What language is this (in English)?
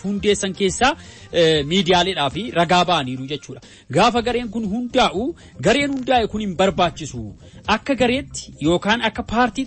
Oromo